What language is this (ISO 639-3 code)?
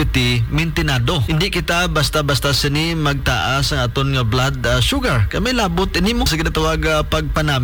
hil